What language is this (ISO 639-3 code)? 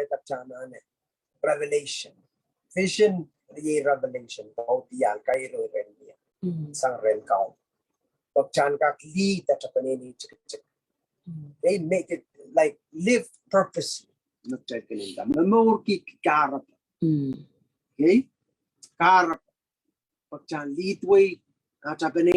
pon